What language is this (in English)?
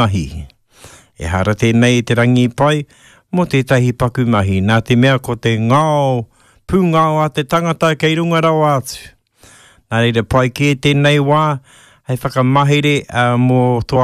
Māori